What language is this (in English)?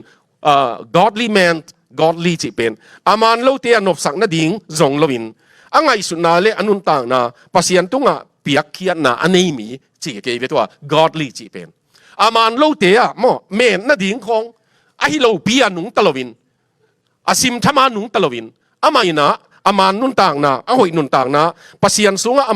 Tedim Chin